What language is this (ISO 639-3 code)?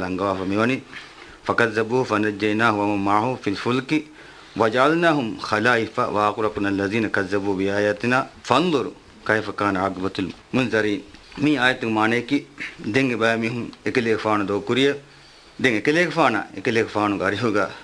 div